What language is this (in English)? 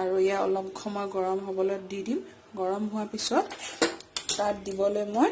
Assamese